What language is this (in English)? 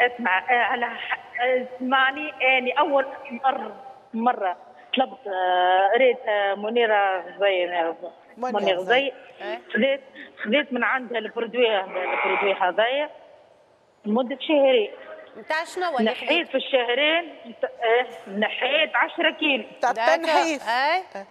Tunisian Arabic